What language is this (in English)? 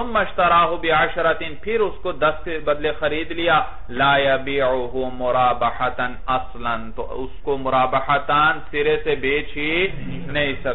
Urdu